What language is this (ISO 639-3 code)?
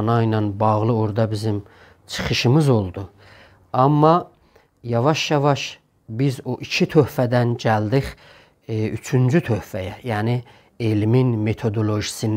azb